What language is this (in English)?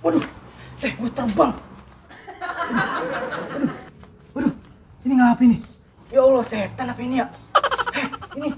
Betawi